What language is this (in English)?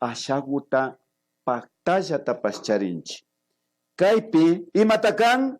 Imbabura Highland Quichua